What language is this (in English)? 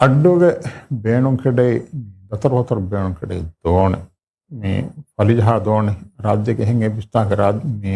Divehi